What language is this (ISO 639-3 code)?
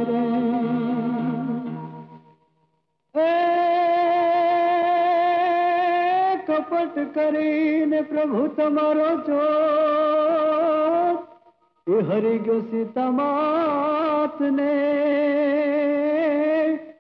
guj